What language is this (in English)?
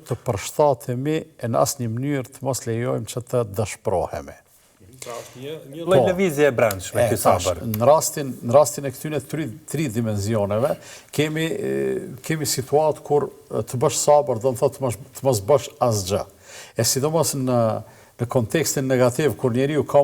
Albanian